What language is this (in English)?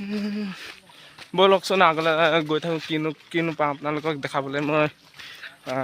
Assamese